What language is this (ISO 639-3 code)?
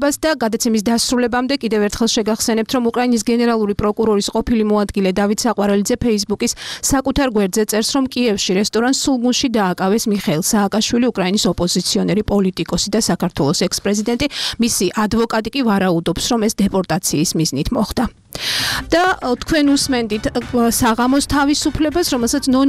kat